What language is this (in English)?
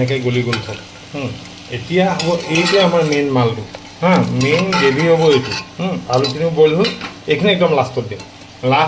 Assamese